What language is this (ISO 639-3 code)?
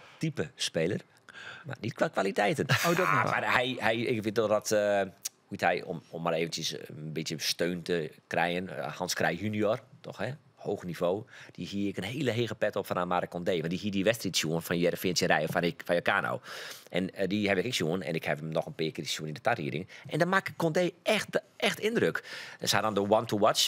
fry